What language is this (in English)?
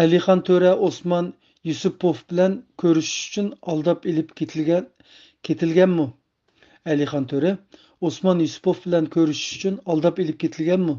Uyghur